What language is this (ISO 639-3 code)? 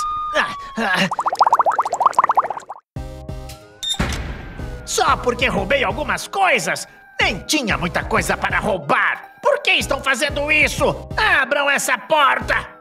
por